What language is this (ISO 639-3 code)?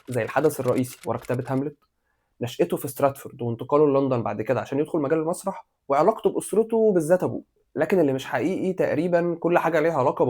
arz